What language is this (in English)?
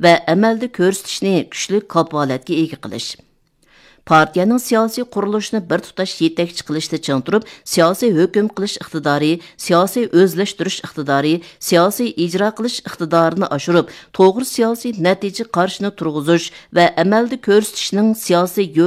Uyghur